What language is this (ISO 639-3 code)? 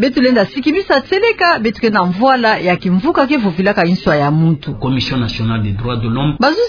ktu